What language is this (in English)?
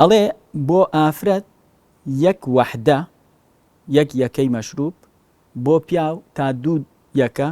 Central Kurdish